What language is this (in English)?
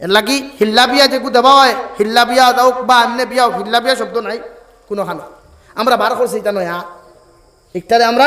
Sylheti